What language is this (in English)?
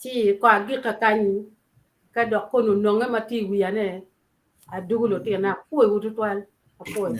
Acoli